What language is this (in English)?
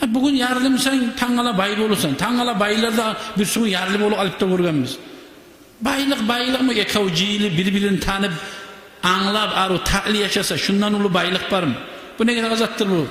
Kumyk